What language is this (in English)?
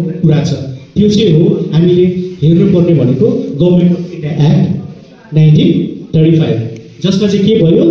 Nepali